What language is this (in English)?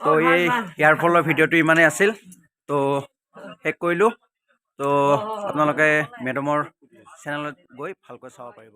Assamese